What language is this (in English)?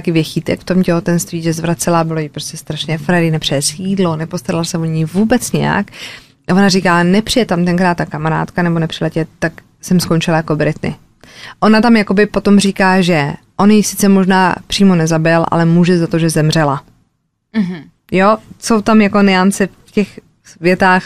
Czech